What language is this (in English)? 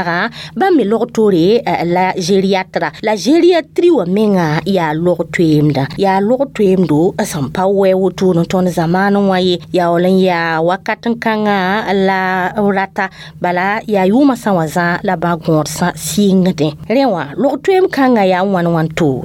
Mossi